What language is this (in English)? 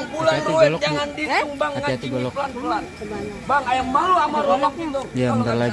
Betawi